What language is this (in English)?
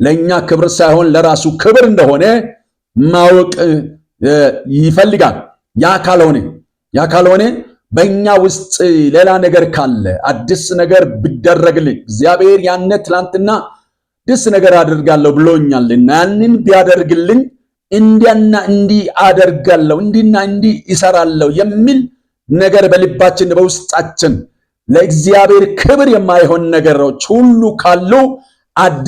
Amharic